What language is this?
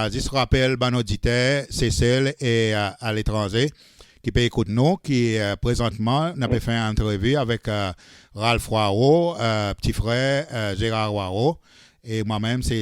Seselwa Creole French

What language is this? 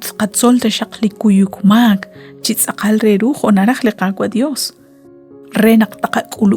Kekchí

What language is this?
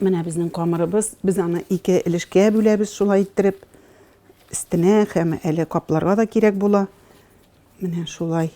Tatar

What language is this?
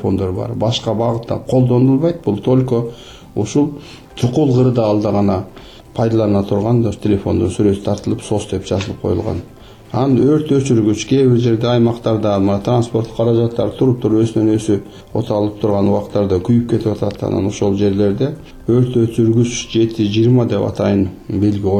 Kyrgyz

